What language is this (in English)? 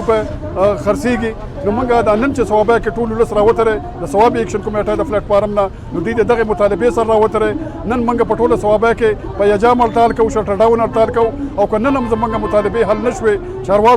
Pashto